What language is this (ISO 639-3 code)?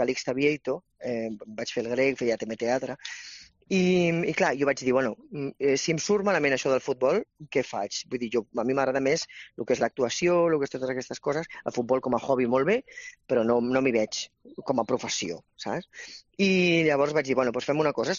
cat